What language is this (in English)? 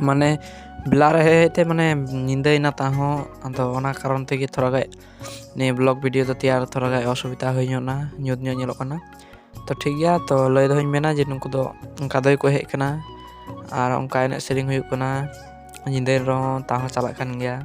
Santali